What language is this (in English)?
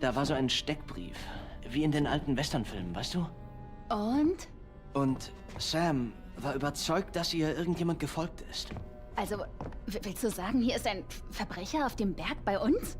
Bavarian